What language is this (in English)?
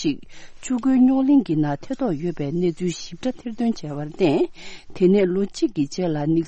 Tibetan